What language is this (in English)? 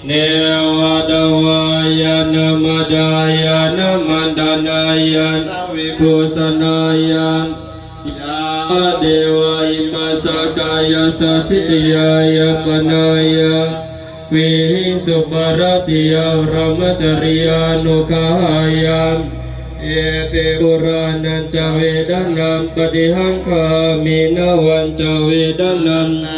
Pali